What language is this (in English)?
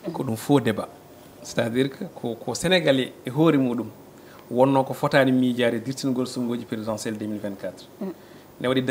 Fula